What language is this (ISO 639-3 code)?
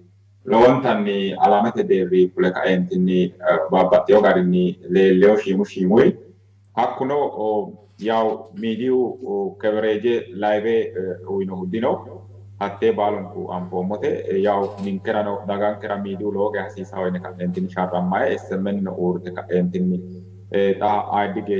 sid